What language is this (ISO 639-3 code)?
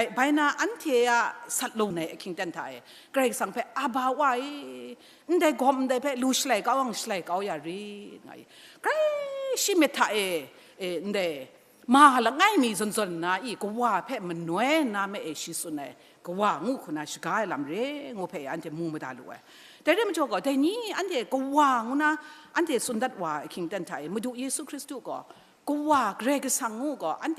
kac